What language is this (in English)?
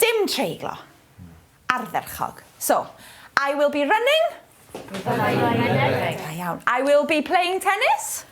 Welsh